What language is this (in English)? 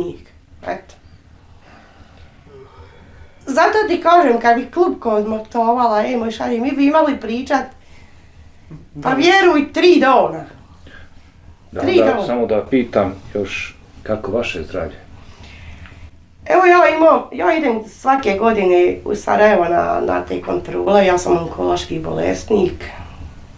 Bosnian